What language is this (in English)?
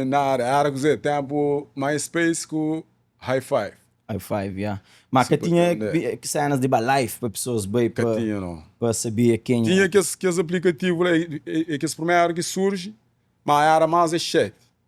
Kabuverdianu